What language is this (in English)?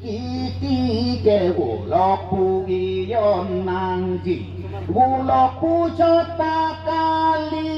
Karbi